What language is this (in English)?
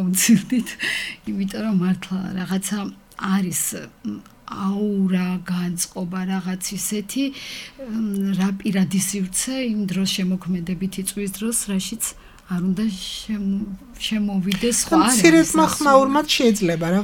Georgian